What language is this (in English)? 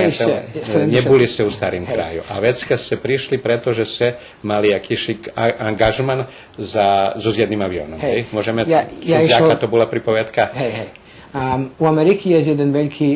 Rusyn